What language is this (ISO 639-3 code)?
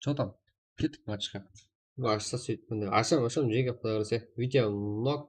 kaa